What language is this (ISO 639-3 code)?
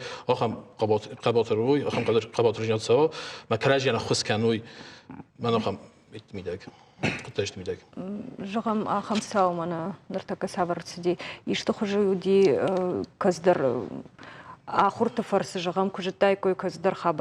oss